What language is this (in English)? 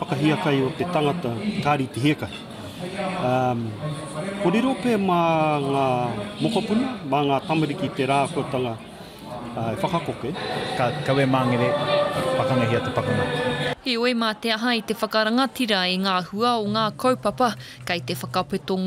Māori